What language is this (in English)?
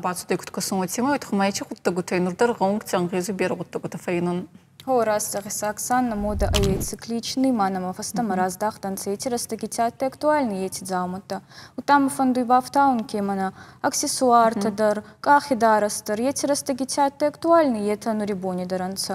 Ossetic